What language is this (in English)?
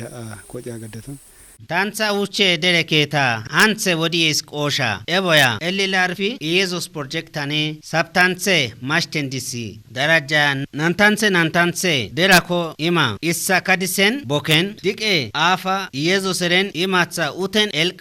Kafa